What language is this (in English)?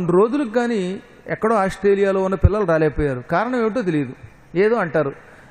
Telugu